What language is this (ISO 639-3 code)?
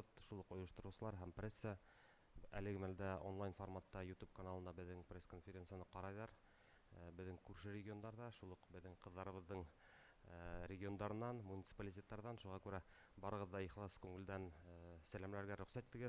bak